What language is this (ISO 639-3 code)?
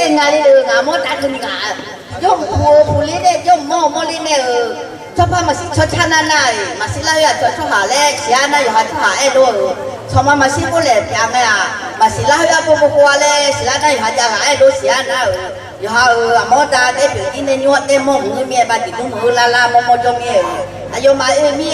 ahk